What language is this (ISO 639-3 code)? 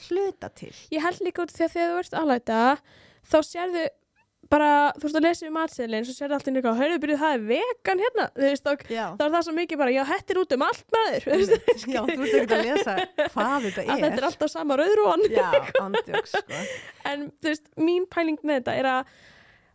isl